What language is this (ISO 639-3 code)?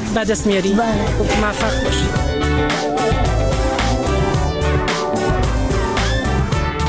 fas